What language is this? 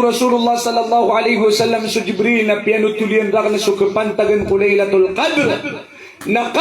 Maranao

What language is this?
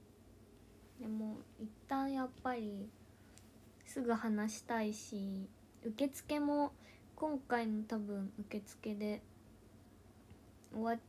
Japanese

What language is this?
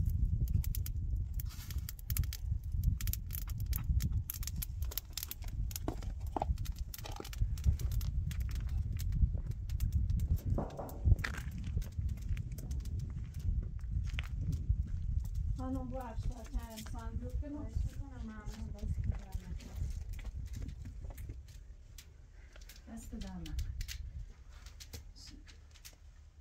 Persian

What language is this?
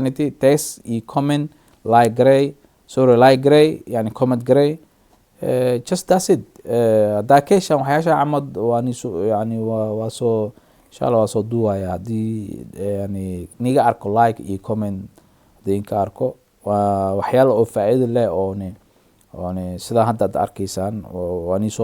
Somali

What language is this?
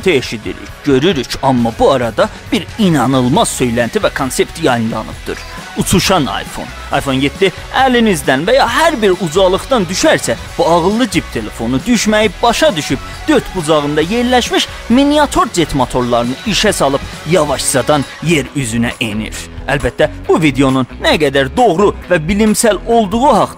South Azerbaijani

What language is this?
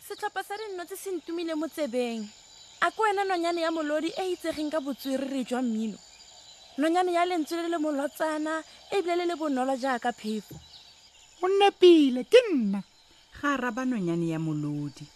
Tswana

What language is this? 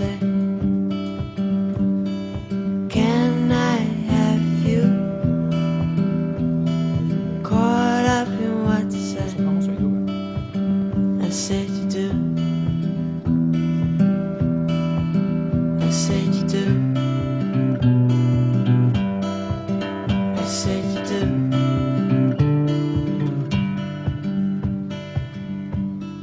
Basque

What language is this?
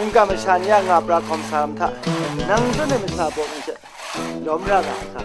Kachin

